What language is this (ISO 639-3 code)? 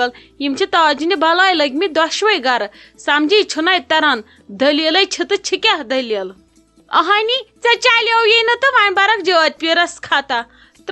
kas